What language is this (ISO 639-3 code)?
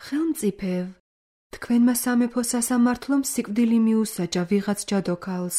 kat